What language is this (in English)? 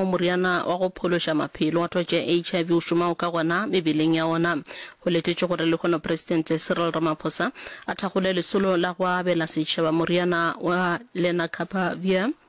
Northern Sotho